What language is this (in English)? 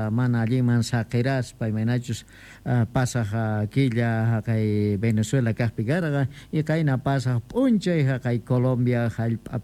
Quechua